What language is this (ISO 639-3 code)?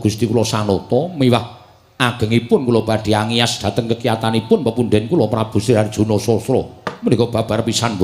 jav